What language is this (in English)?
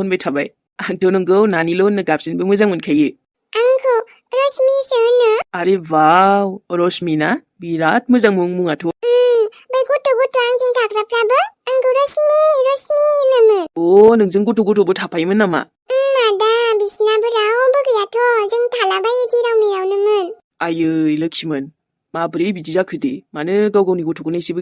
Bodo